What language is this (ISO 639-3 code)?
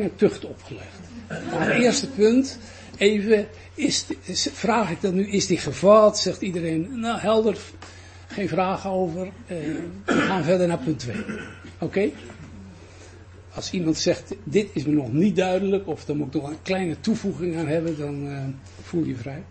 nld